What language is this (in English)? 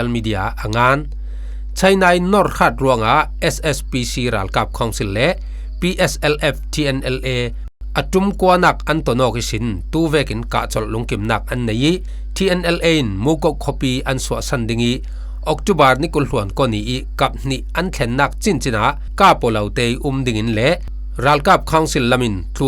Falam Chin